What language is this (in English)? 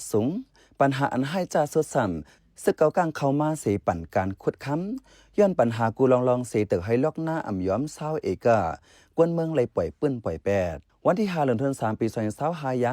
Shan